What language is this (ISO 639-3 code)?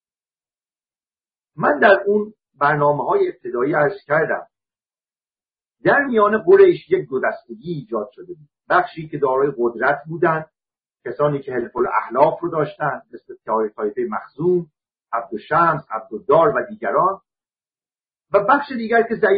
fas